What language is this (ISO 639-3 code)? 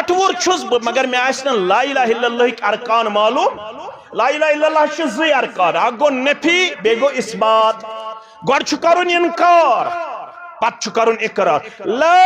kas